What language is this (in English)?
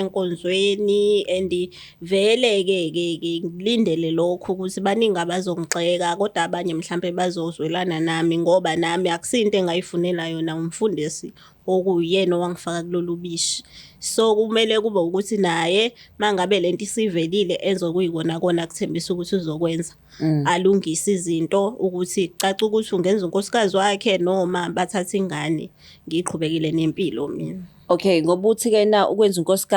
Zulu